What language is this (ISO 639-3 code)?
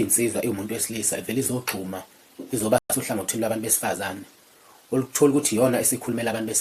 zul